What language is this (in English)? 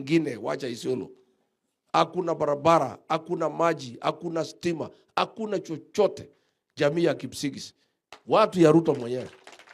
Swahili